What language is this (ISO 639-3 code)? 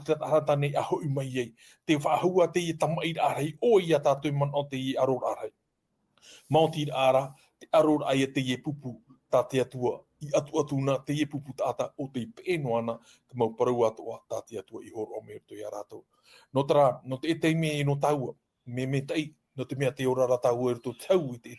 tah